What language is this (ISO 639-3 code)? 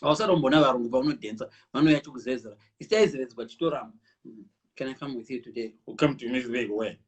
sna